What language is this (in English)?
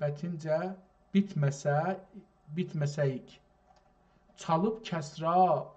South Azerbaijani